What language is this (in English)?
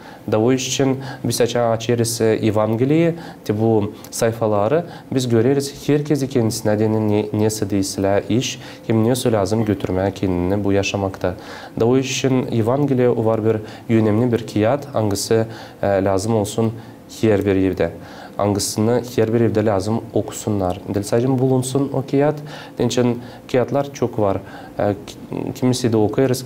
Gagauz